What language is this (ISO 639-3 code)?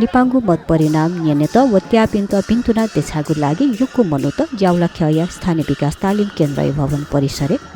new